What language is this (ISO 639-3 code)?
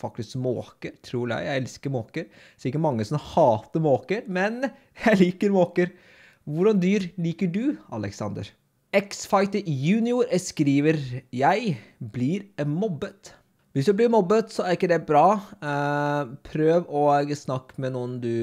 nor